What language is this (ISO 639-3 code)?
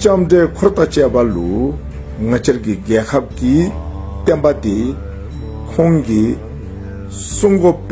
dzo